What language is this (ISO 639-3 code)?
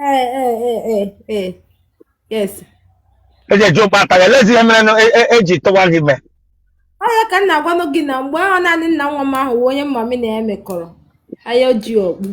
ibo